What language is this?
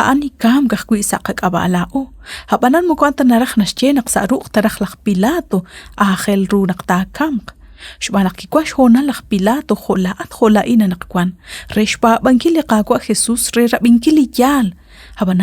Kekchí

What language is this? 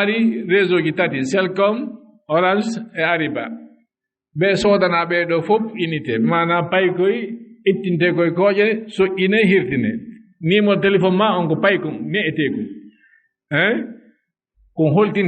Fula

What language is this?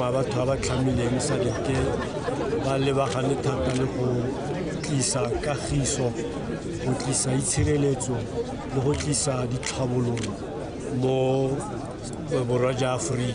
Tswana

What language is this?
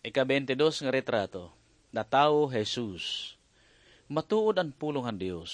Waray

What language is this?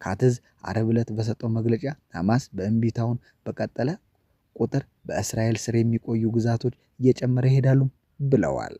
Amharic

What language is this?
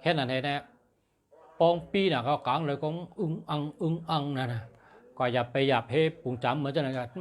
Shan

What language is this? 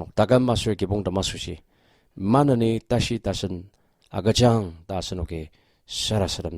Ao Naga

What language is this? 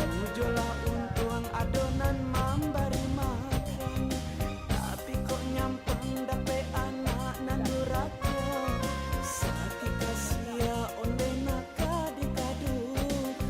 Minangkabau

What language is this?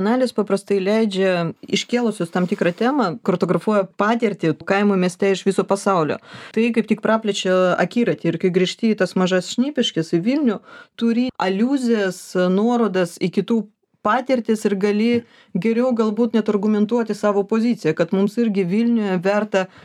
Lithuanian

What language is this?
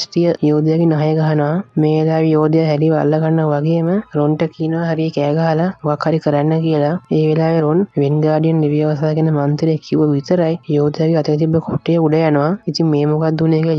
Sinhala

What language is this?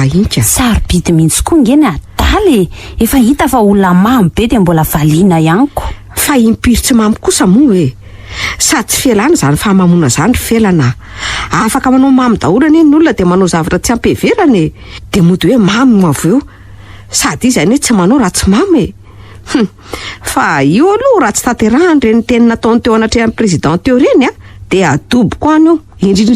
Malagasy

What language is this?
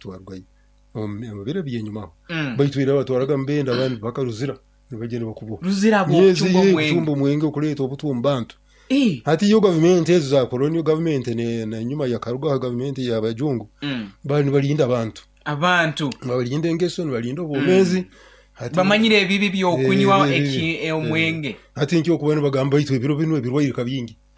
Nyoro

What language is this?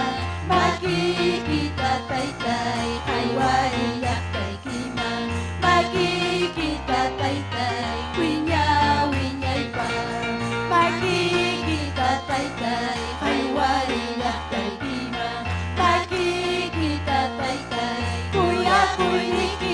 Ayacucho Quechua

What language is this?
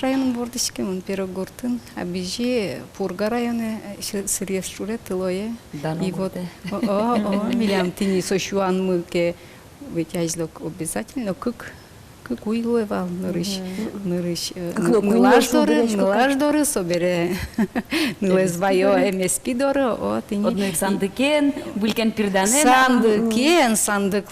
Udmurt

